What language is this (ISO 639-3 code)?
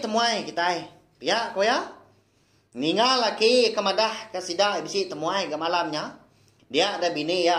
iba